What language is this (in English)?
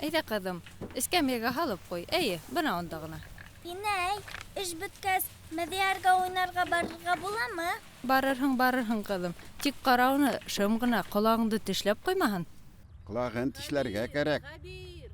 Bashkir